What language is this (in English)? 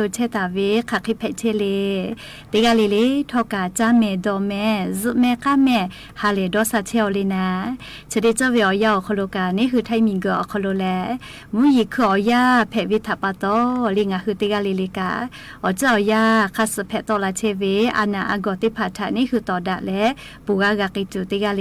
Lahu